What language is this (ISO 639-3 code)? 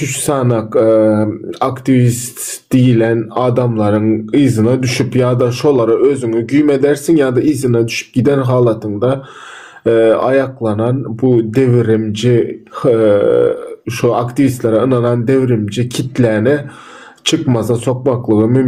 tuk